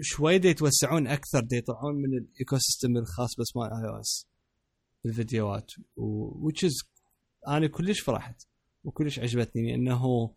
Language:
Mesopotamian Arabic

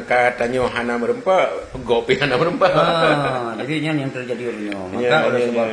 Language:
Achinese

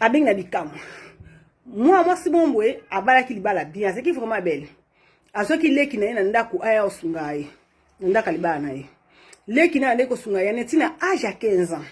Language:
Lingala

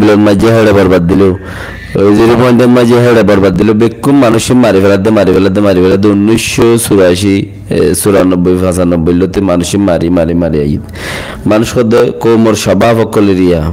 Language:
Rohingya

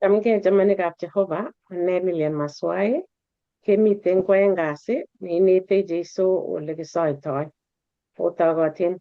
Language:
Kalenjin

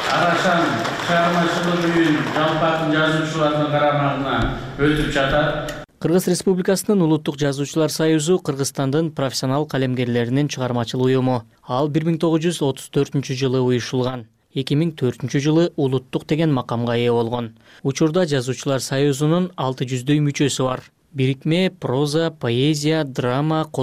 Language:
Kyrgyz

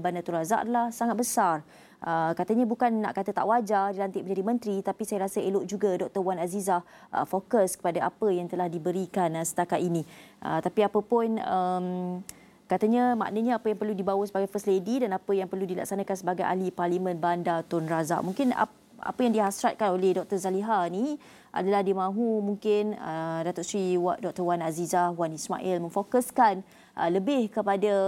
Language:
Malay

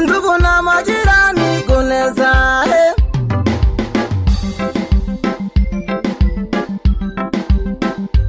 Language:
Swahili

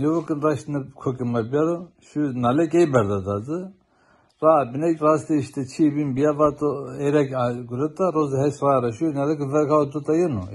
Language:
Zaza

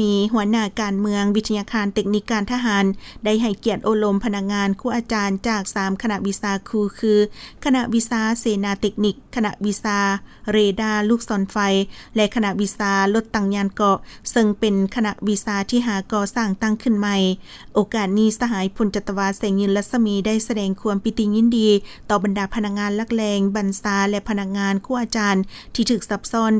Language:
Lao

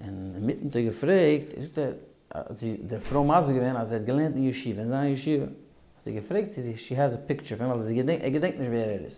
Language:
Yiddish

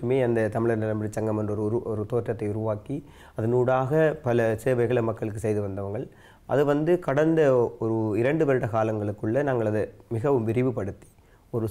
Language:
Tamil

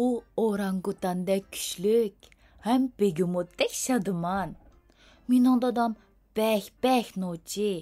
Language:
Uyghur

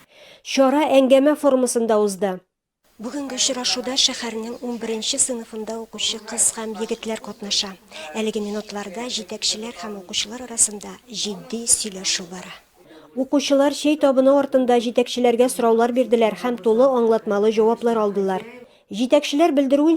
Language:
Tatar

